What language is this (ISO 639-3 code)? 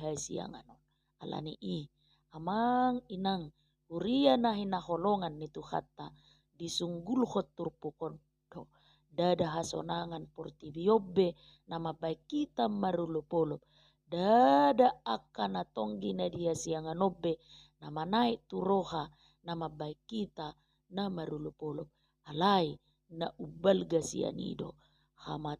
bbc